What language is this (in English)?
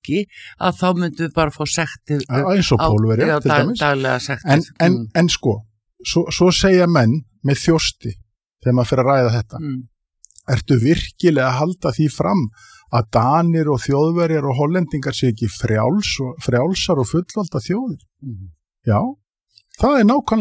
Icelandic